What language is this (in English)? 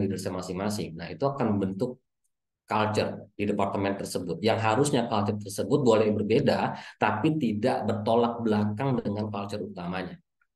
Indonesian